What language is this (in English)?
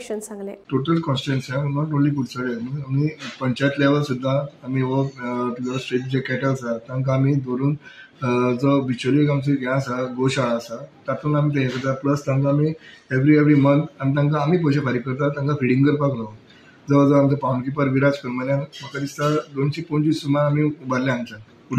Konkani